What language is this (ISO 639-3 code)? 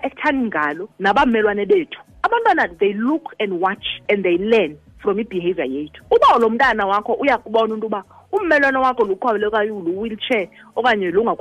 xho